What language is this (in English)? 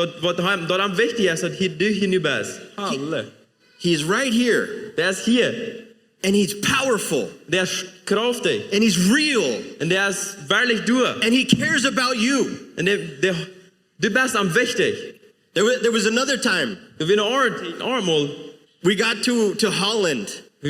Plautdietsch